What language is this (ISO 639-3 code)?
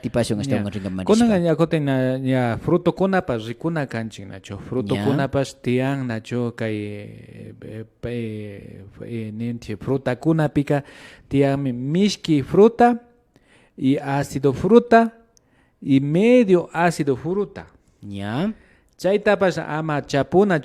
qvi